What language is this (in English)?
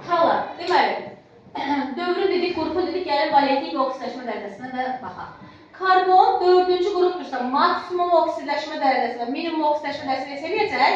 Azerbaijani